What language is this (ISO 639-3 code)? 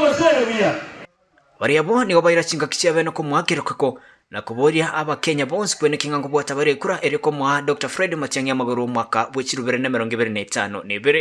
guz